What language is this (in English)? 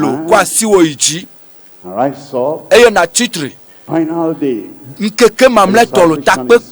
Ewe